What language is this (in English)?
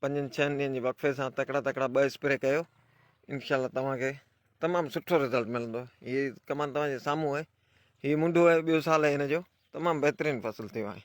Sindhi